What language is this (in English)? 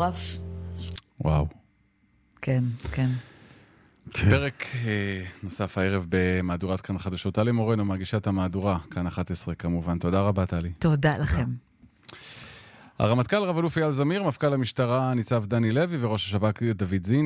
Hebrew